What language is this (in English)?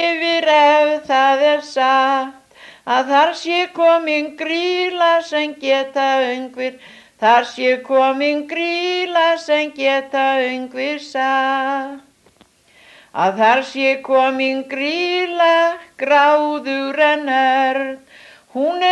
Icelandic